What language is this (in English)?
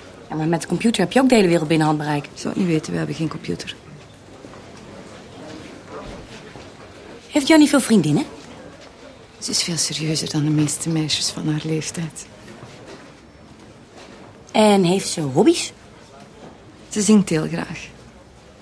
Dutch